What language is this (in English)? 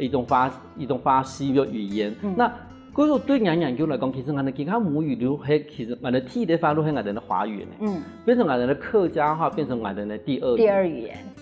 Hakka Chinese